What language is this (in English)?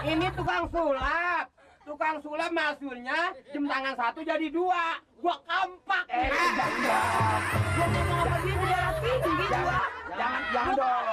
Betawi